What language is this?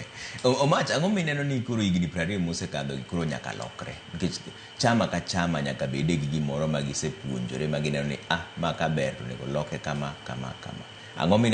Luo (Kenya and Tanzania)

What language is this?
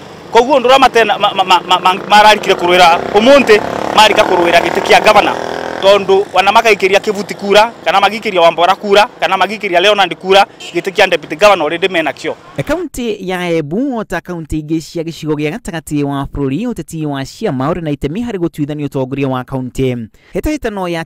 Kikuyu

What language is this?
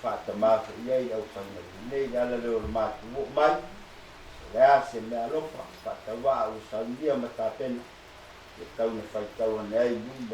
Samoan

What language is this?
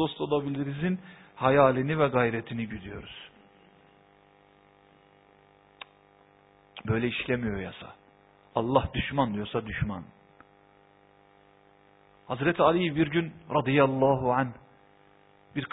Turkish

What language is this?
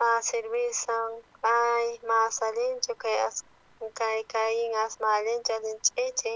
South Bolivian Quechua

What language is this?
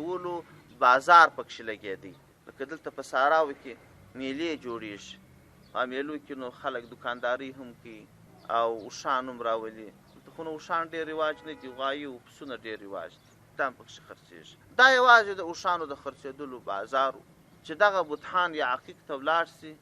Pashto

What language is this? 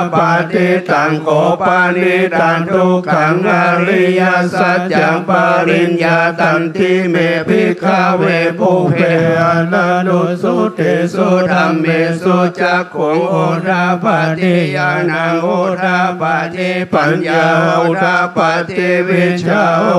Pali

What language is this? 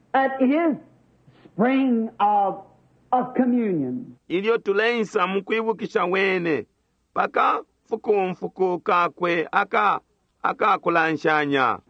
Bemba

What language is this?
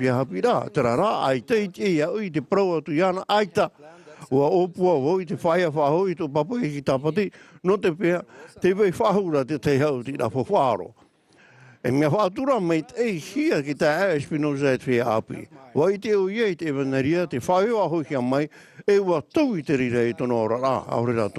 Tahitian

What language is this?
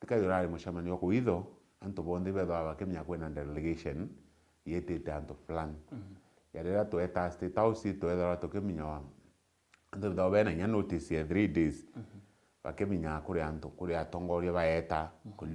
Meru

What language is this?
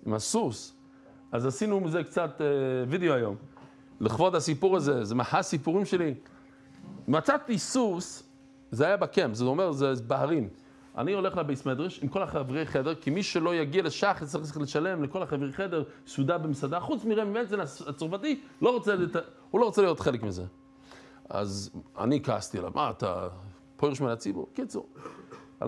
Hebrew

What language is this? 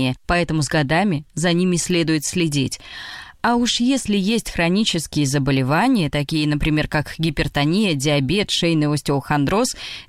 Russian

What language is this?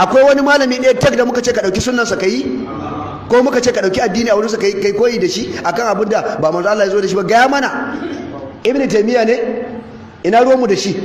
Hausa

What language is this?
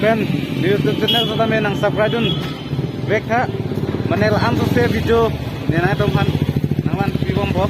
Karbi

